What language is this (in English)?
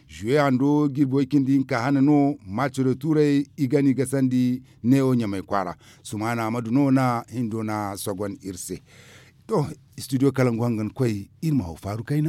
Zarma